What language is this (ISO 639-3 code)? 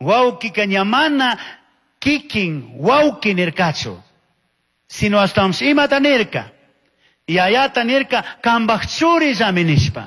qug